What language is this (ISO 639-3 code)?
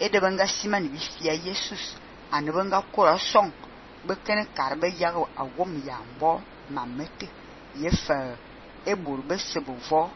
fan